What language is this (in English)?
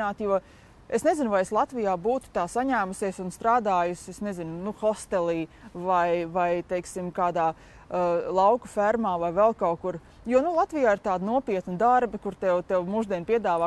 Latvian